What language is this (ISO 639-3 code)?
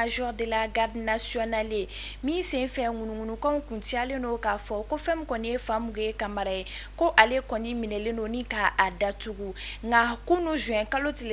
bam